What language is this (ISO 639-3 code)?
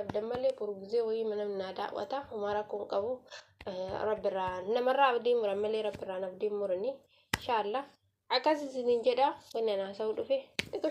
orm